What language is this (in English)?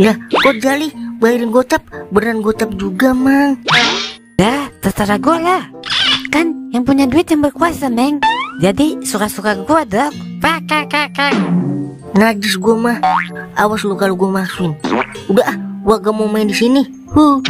Betawi